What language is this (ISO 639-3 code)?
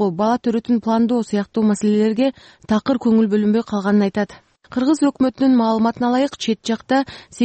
kir